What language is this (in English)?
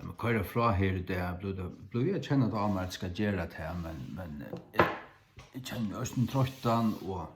Faroese